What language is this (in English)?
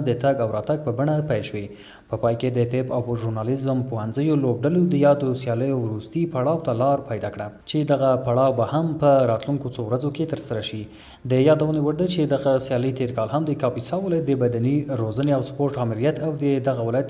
Pashto